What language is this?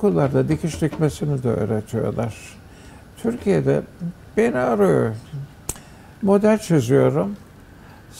Turkish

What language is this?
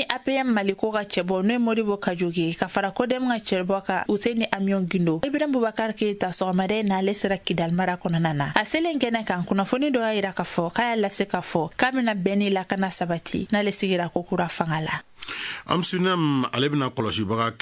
Bambara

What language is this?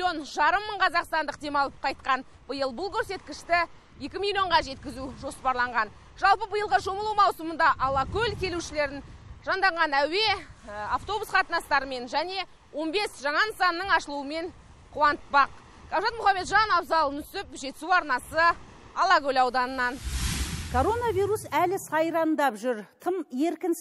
Kazakh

